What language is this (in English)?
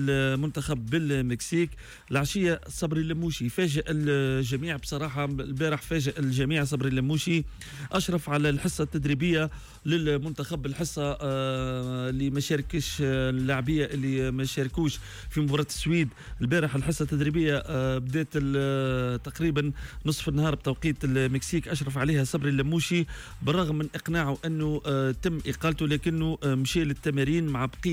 Tunisian Arabic